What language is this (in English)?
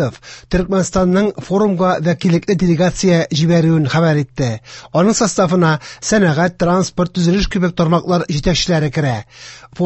Tatar